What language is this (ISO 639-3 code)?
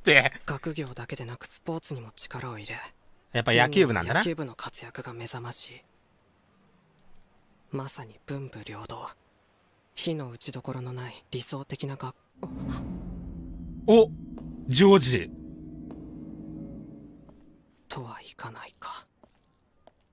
jpn